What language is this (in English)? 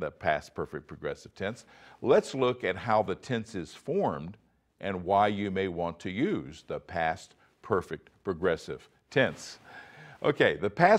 English